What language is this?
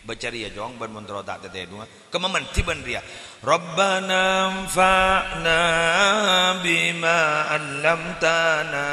Madurese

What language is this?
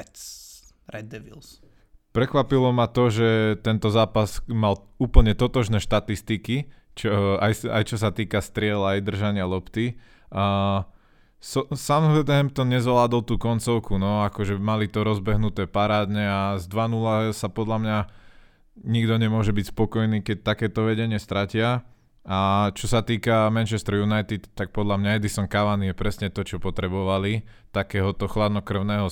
Slovak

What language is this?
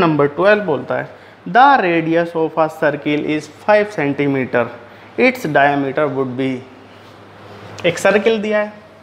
Hindi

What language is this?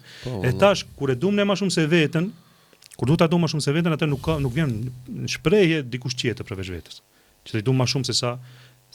Albanian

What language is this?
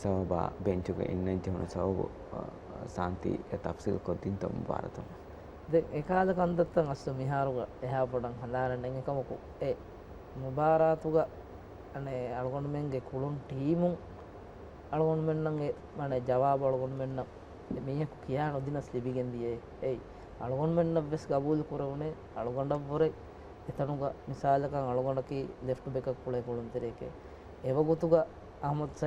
Divehi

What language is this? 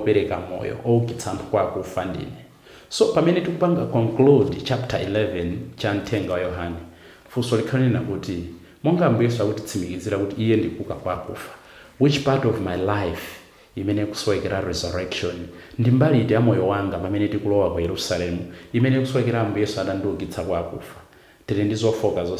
Nyanja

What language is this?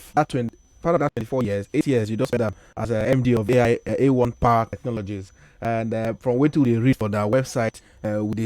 Nigerian Pidgin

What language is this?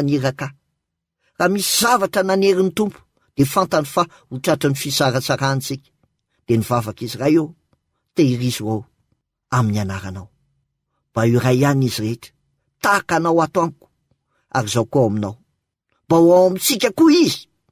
Malagasy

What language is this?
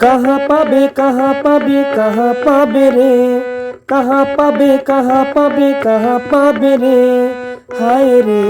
Chhattisgarhi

